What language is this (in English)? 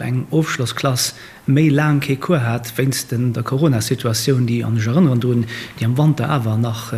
Luxembourgish